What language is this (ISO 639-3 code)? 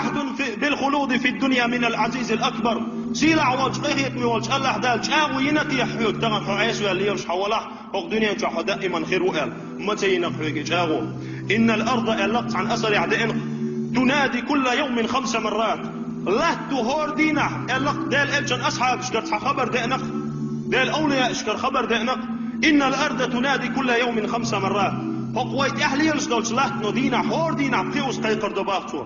che